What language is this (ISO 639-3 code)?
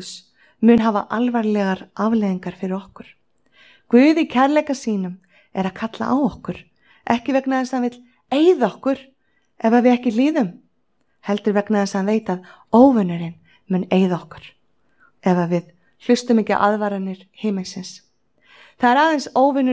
isl